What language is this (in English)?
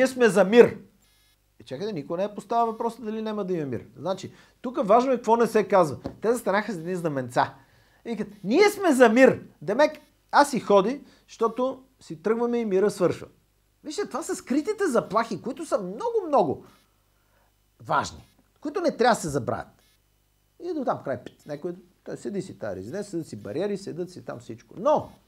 Bulgarian